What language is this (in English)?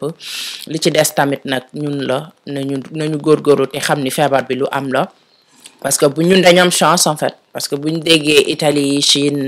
Wolof